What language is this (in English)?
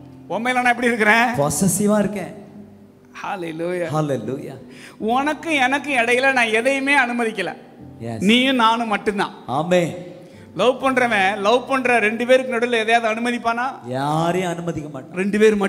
Tamil